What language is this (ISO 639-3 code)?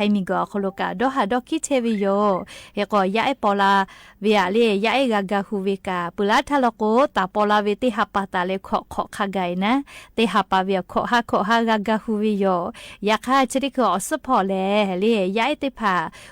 lhu